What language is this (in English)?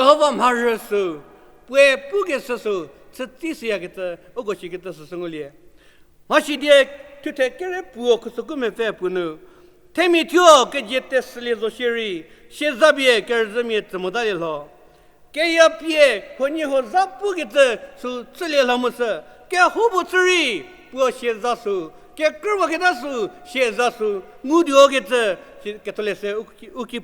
Angami Naga